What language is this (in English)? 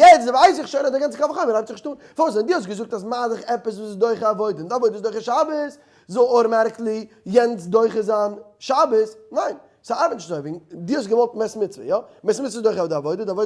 Yiddish